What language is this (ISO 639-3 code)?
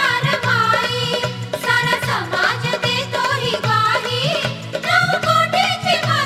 mar